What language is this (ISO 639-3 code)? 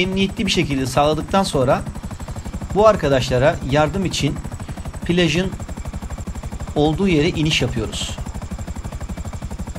tur